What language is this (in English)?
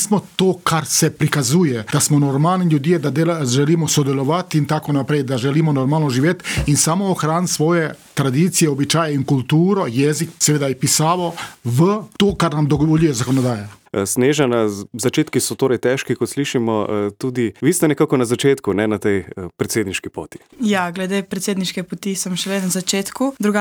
Slovenian